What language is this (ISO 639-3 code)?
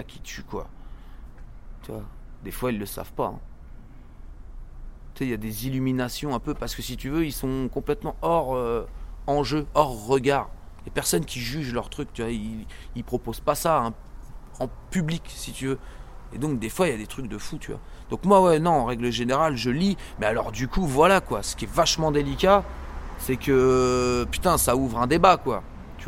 fra